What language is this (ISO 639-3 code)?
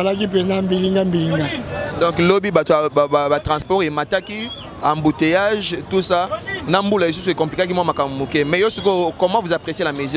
lin